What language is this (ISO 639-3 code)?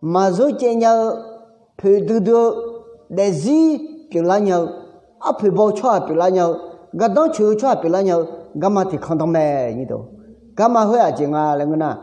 ahk